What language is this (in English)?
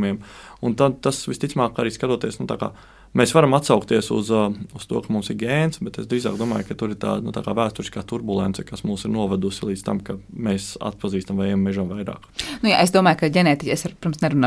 Latvian